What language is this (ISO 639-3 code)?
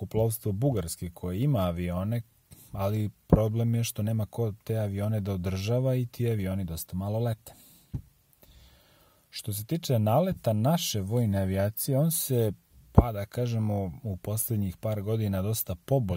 srp